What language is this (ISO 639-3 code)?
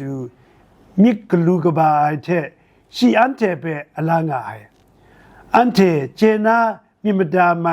kac